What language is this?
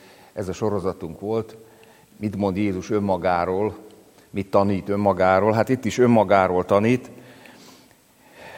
Hungarian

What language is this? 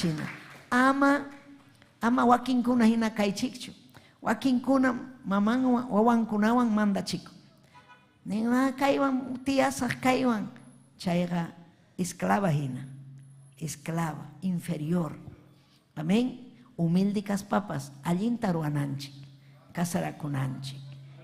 Ayacucho Quechua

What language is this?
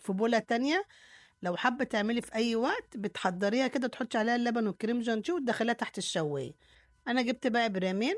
Egyptian Arabic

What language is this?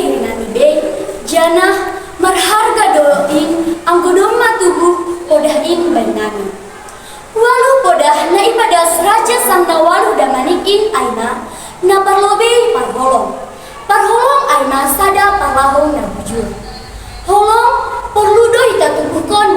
Batak Simalungun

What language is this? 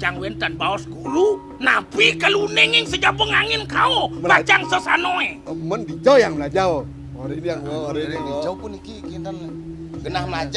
Balinese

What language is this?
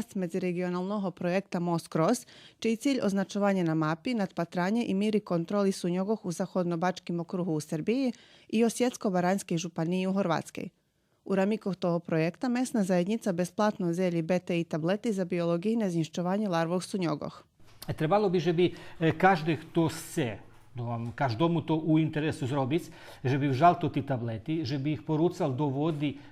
Rusyn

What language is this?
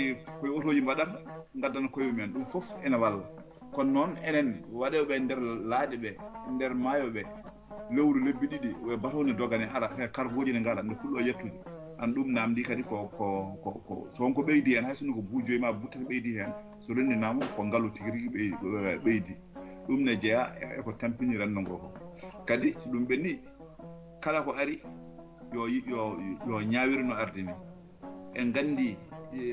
Fula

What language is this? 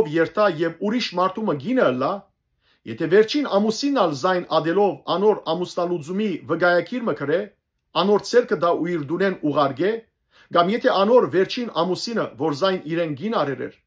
Western Armenian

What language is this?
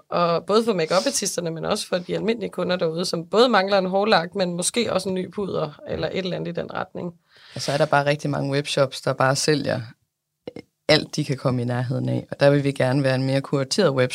Danish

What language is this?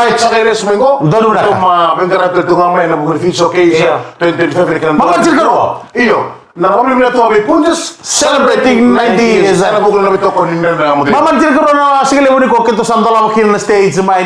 Fijian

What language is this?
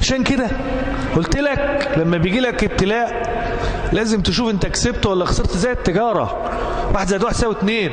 Egyptian Arabic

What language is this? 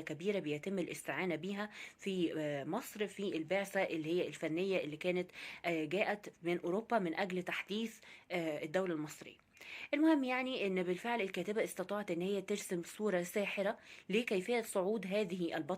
Egyptian Arabic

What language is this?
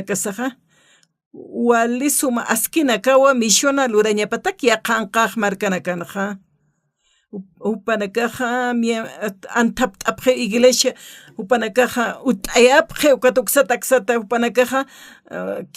Aymara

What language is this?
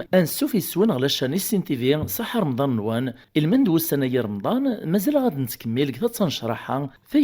Kabyle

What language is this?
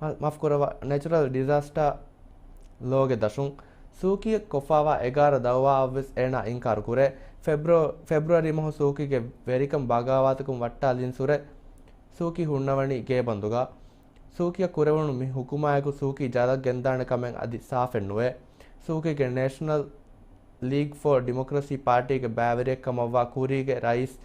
Divehi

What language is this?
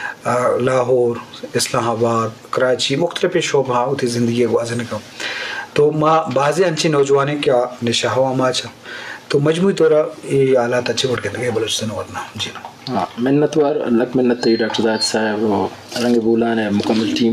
Eastern Balochi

